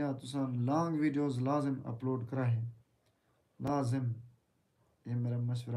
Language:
Saraiki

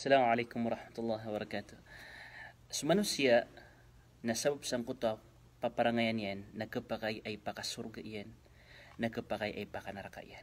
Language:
Maranao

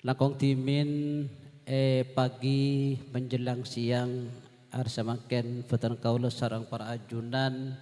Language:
Madurese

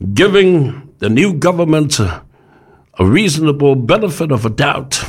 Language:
Samoan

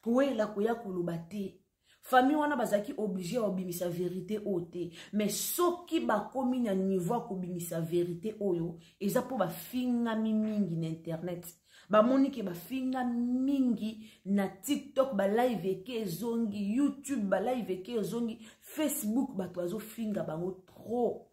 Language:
Lingala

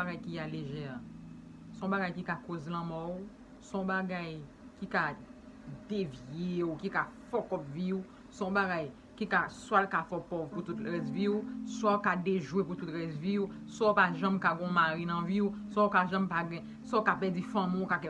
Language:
Haitian Creole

